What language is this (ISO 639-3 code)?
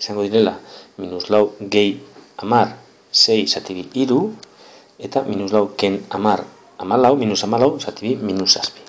eus